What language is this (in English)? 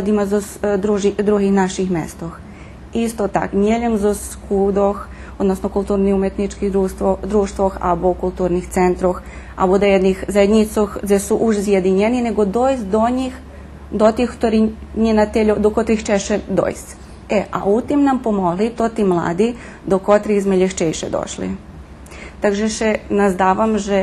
Rusyn